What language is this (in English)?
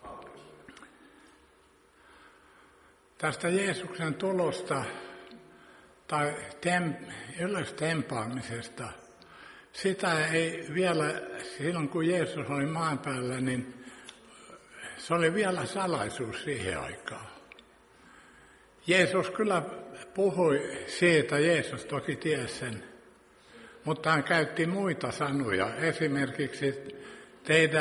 Finnish